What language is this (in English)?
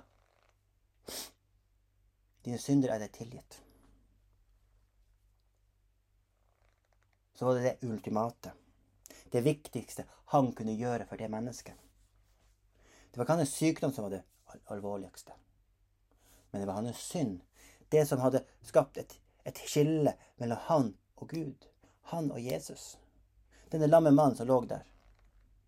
Norwegian